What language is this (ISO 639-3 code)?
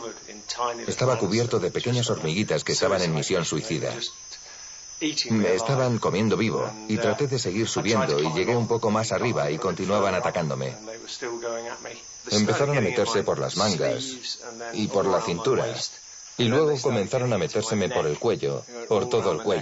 spa